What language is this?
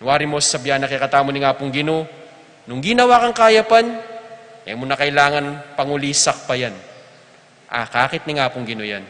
Pampanga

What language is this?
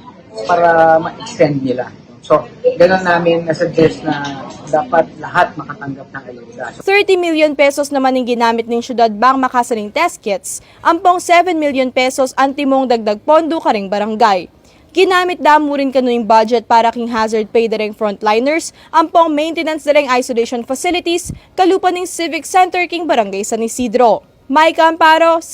Pampanga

